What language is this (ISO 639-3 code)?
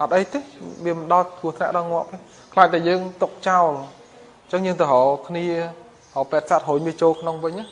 khm